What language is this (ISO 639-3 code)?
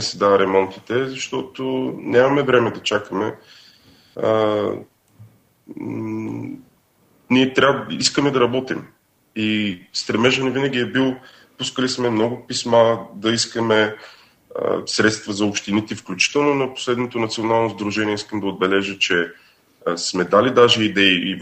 bul